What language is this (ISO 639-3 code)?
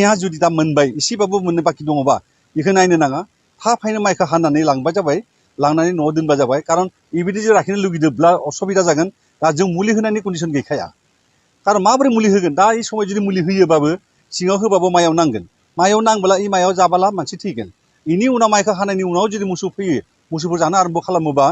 brx